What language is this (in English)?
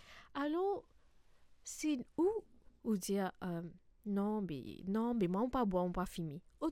Morisyen